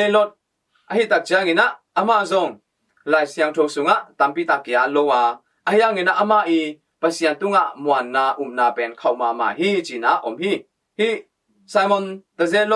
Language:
Tedim Chin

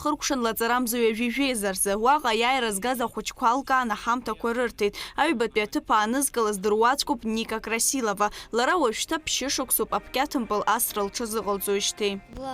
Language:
Abkhazian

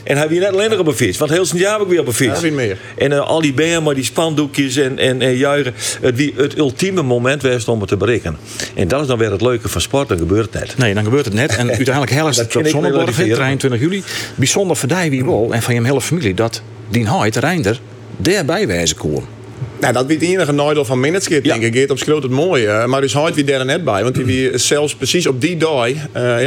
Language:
Western Frisian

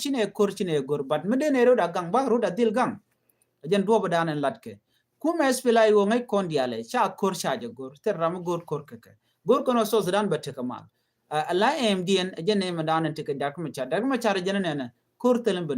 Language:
Nuer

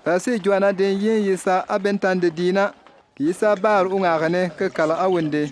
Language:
Bimoba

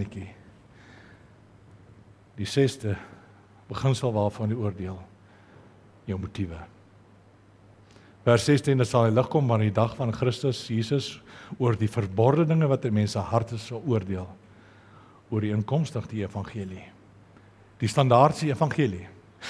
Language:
Afrikaans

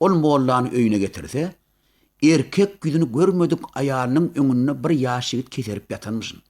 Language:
Turkmen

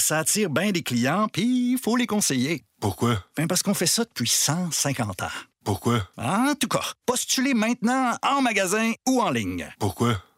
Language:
French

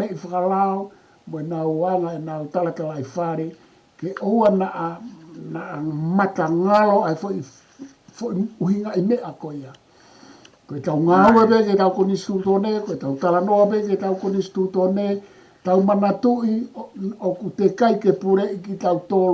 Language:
Tongan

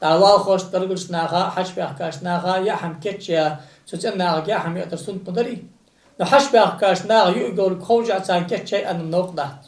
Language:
Ingush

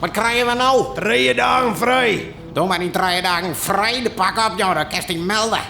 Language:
Western Frisian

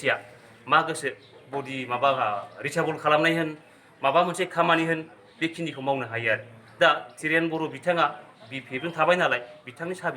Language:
Bodo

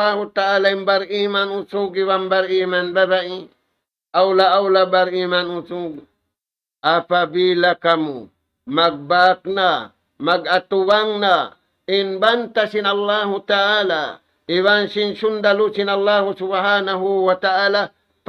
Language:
Tausug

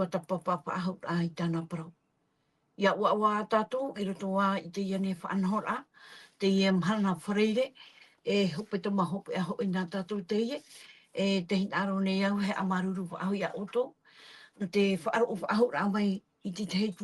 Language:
Tahitian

